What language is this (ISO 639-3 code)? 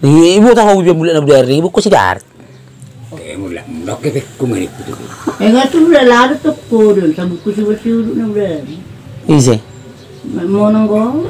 bbc